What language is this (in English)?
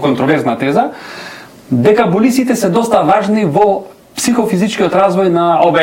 Macedonian